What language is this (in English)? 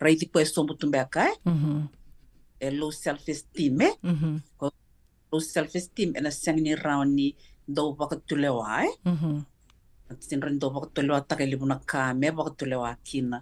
Fijian